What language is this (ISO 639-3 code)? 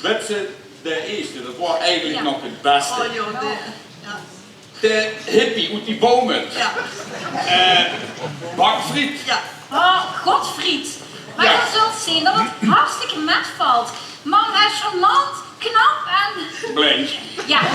lim